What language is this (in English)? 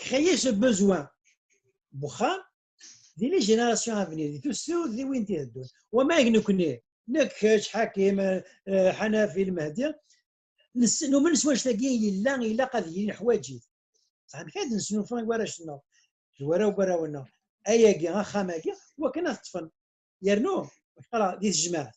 Kabyle